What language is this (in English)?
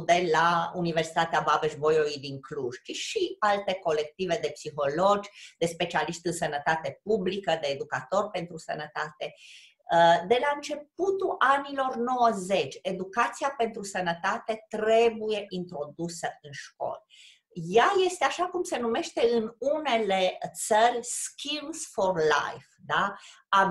Romanian